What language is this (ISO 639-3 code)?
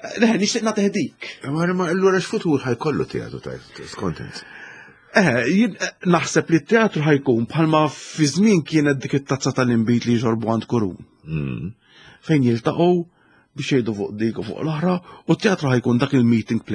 mlt